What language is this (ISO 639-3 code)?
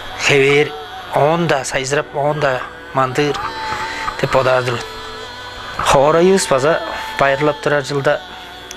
tyv